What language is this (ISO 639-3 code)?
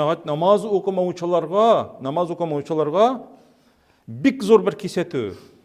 tat